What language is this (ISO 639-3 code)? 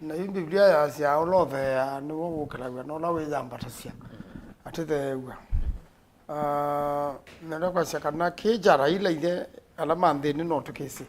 kam